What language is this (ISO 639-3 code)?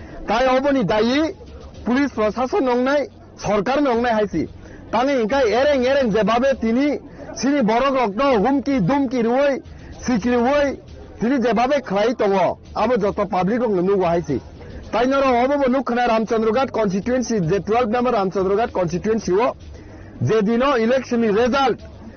trp